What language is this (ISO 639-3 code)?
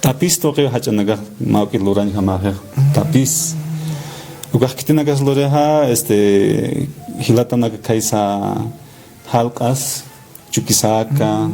aym